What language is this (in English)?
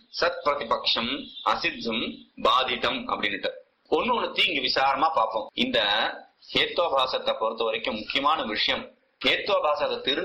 Tamil